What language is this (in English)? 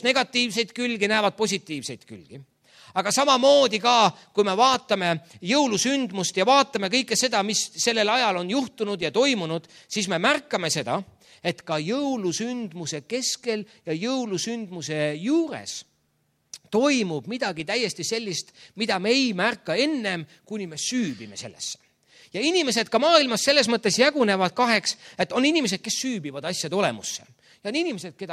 Estonian